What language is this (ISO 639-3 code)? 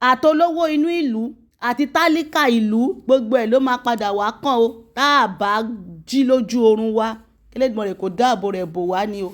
yor